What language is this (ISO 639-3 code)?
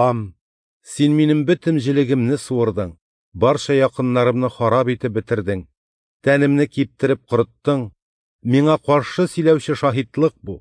tat